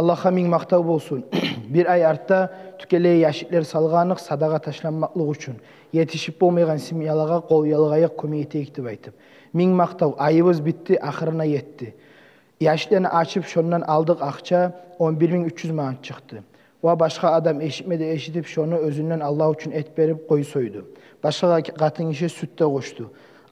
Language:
Kumyk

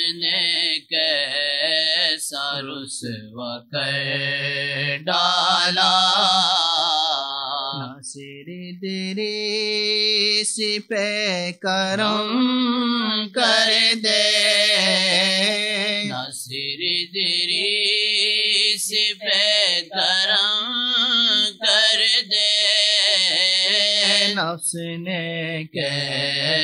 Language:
Urdu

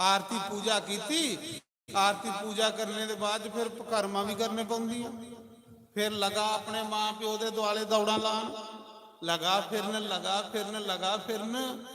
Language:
Dogri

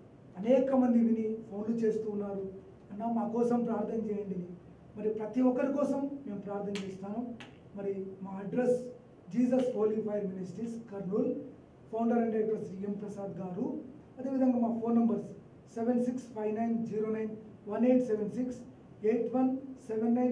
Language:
Telugu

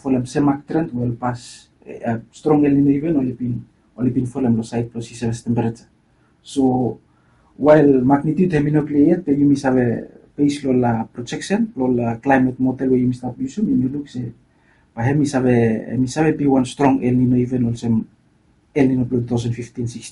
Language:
Bislama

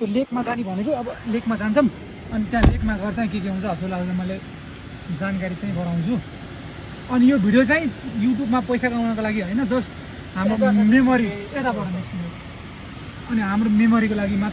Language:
Nepali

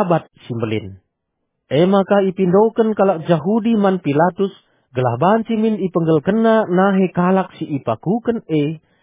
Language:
Batak Karo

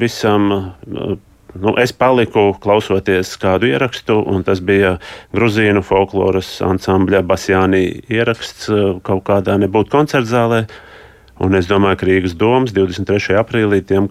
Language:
Latvian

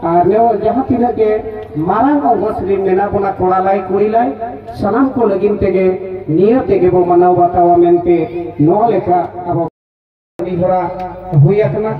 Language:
Santali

